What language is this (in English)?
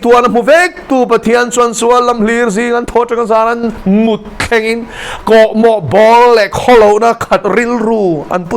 Mizo